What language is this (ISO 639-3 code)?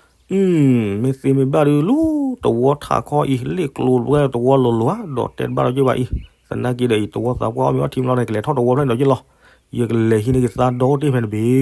ksw